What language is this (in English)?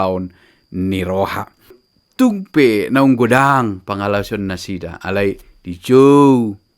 Batak Toba